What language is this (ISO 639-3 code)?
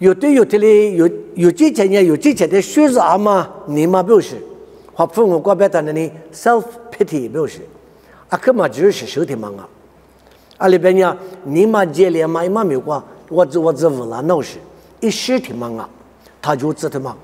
lis